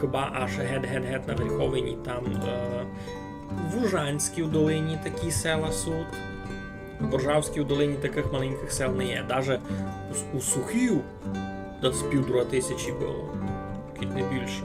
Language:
Rusyn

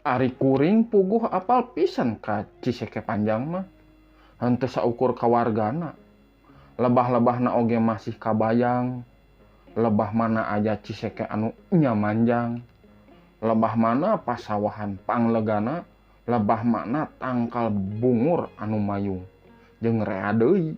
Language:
Sundanese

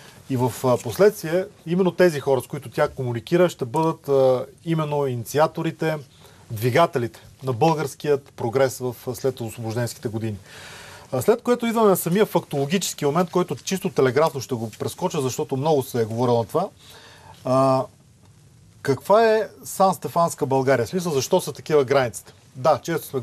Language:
Bulgarian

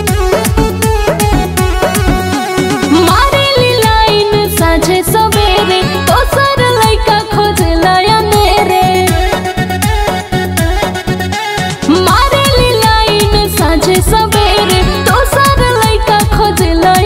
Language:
Bhojpuri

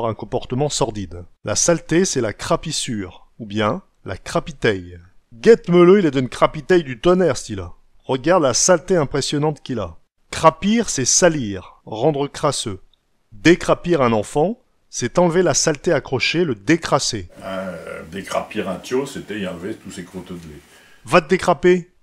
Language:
Picard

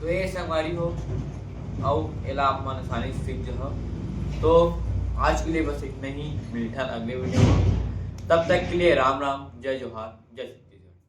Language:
Chhattisgarhi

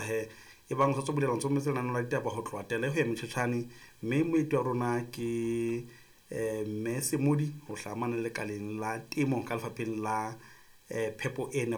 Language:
Southern Sotho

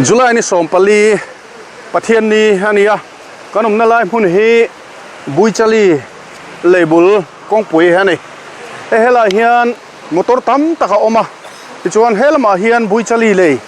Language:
Mizo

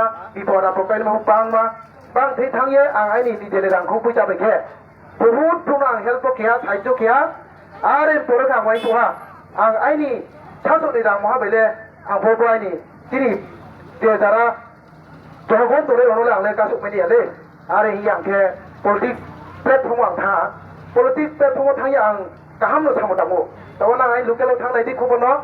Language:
Riang (India)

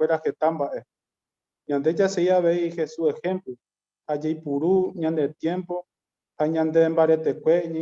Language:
Guarani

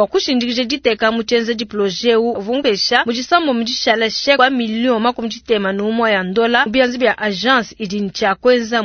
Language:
Luba-Lulua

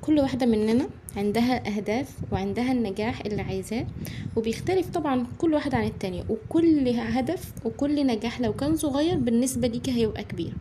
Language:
Egyptian Arabic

